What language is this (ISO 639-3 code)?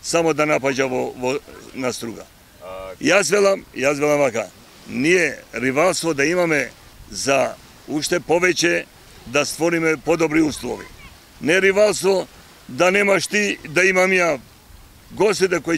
mkd